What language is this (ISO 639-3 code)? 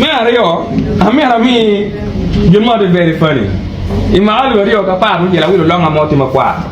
ach